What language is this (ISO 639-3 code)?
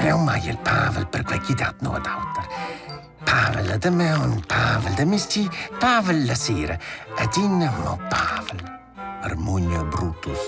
roh